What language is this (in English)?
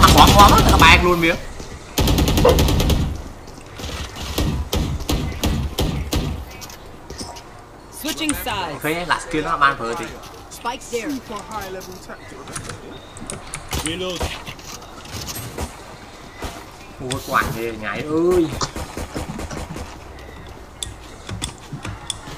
Vietnamese